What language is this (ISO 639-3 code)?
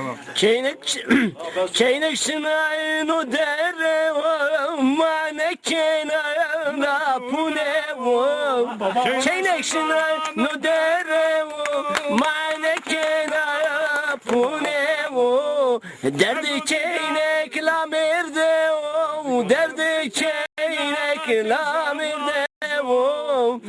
zza